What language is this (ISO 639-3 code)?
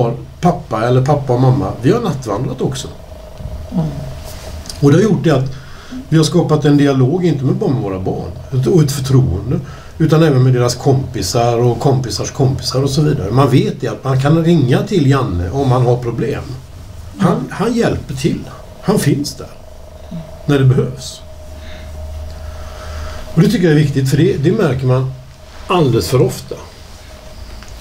swe